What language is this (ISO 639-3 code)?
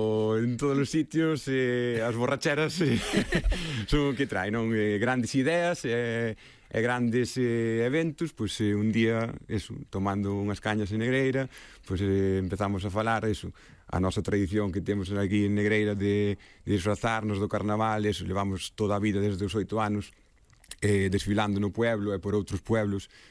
glg